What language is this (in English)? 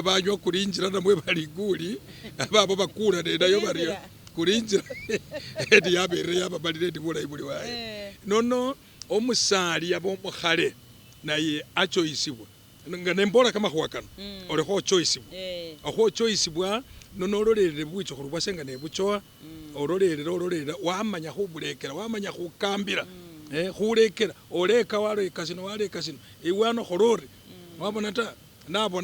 Masaaba